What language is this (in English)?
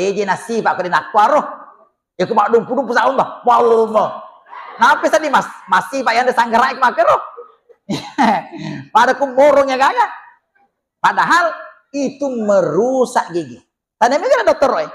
Buginese